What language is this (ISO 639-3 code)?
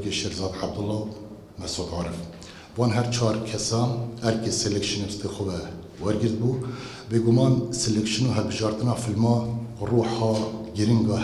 kur